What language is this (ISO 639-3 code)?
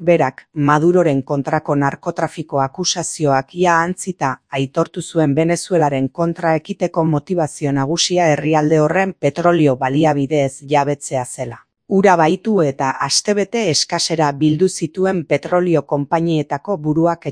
eus